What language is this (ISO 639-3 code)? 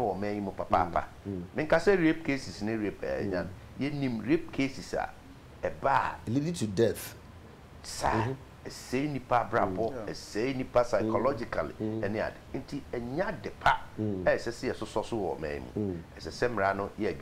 aka